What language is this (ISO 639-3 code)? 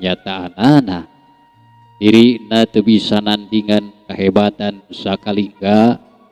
sun